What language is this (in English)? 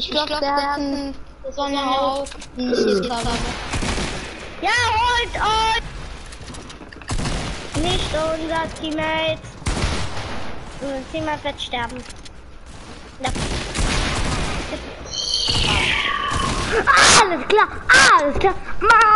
German